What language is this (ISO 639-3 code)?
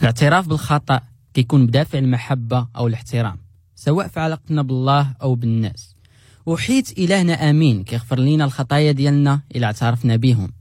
ary